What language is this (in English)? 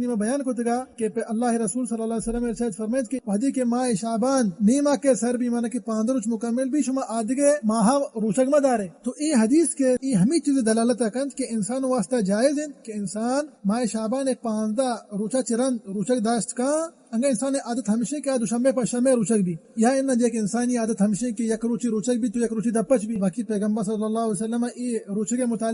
Baluchi